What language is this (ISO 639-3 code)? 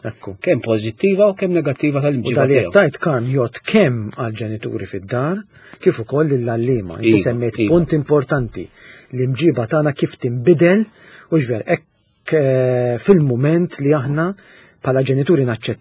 mlt